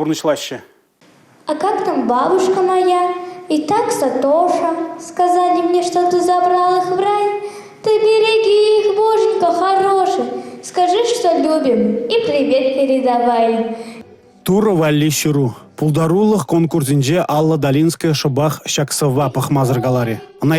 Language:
Chuvash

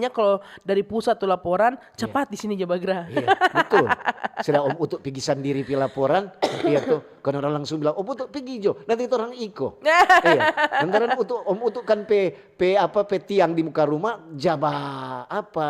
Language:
Manado Malay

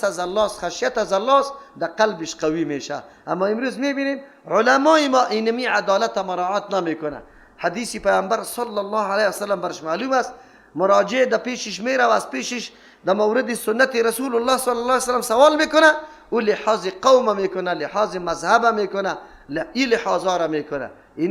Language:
Persian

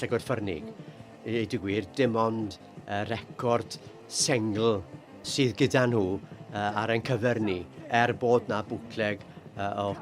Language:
Welsh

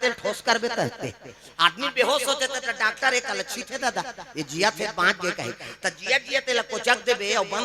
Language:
Chhattisgarhi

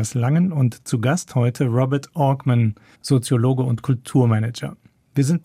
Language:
German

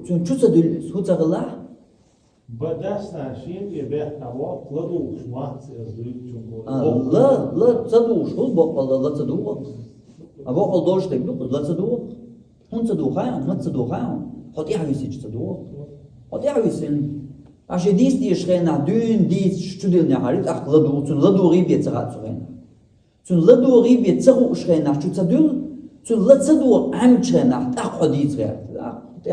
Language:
Chechen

